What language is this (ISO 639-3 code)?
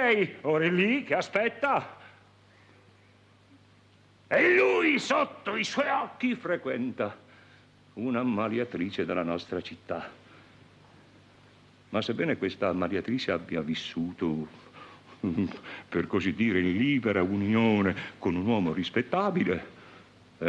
ita